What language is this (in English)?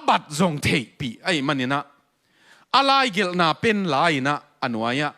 Tedim Chin